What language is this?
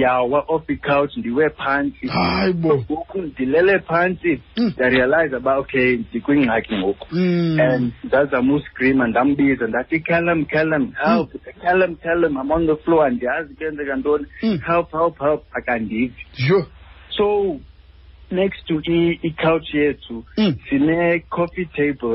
Xhosa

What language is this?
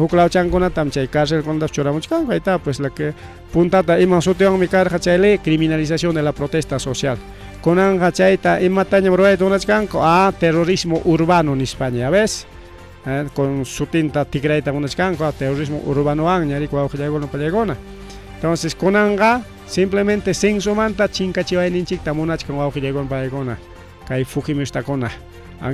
Ayacucho Quechua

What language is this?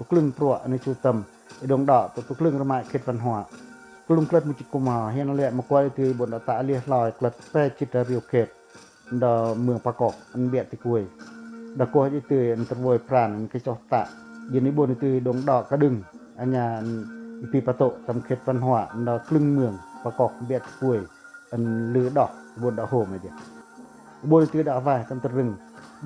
Pacoh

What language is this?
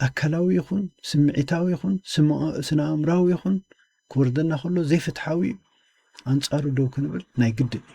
Tigrinya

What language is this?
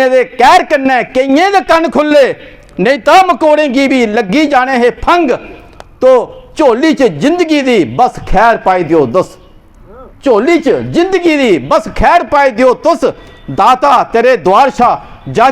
Dogri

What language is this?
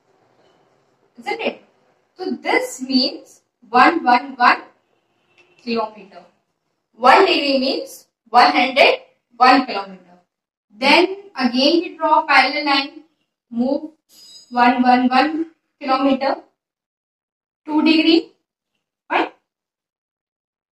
English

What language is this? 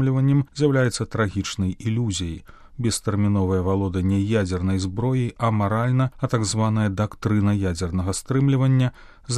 Belarusian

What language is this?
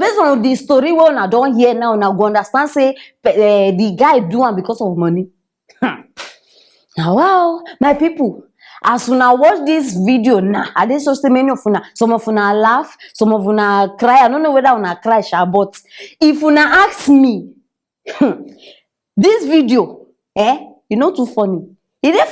Nigerian Pidgin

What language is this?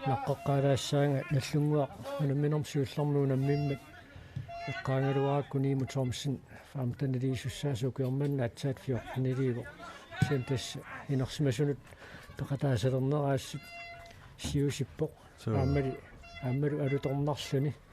Kalaallisut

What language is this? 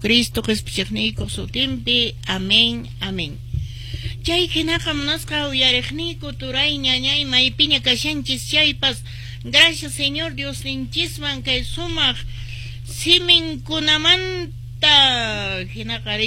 Quechua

